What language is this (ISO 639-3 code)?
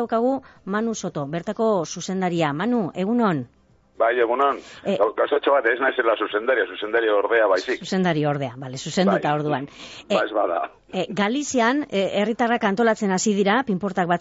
eus